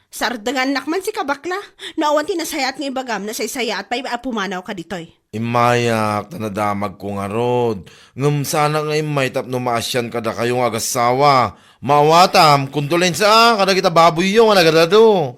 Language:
Iloko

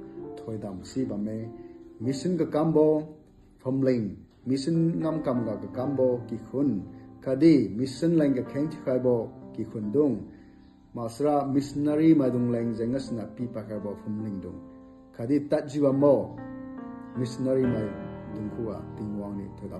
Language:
Liangmai Naga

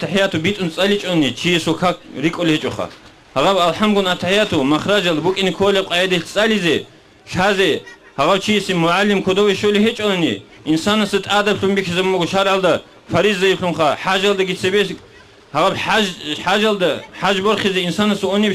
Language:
Avaric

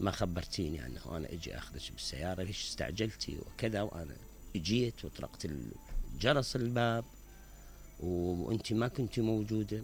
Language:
Mesopotamian Arabic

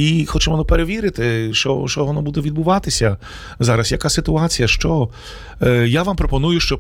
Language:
Ukrainian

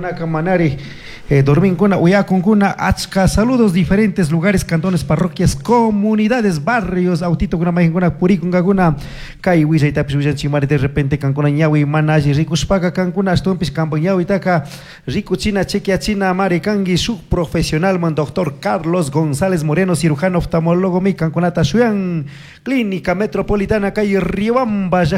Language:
Chimborazo Highland Quichua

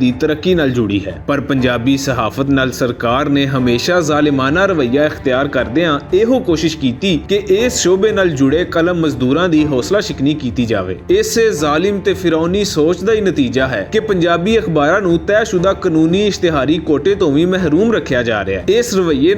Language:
Western Panjabi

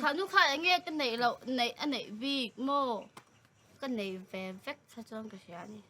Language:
Mizo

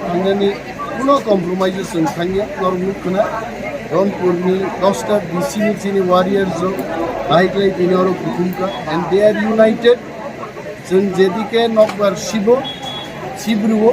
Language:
Kok Borok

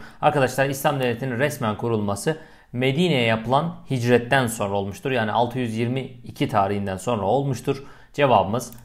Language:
Turkish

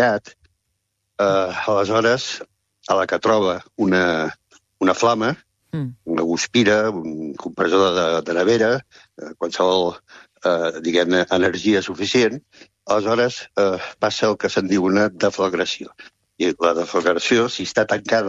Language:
Catalan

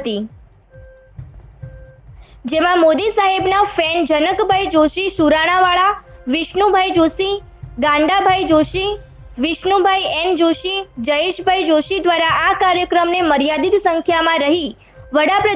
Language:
Gujarati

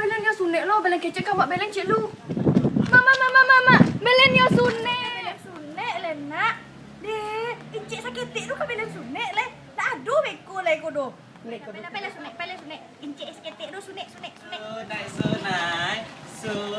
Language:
Minangkabau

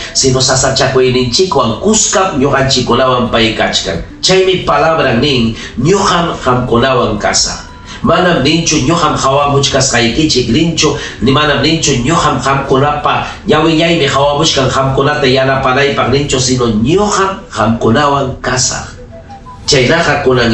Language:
Ayacucho Quechua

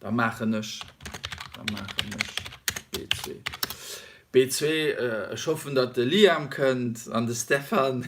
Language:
Luxembourgish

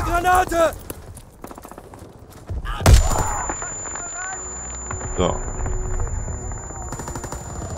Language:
German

